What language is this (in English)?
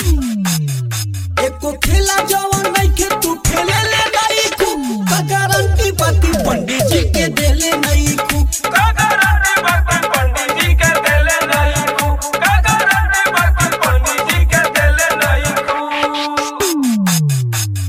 Bhojpuri